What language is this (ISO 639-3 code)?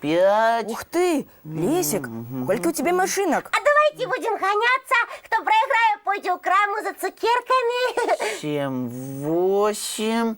bel